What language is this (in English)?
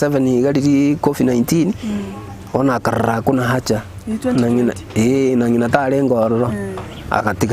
Gusii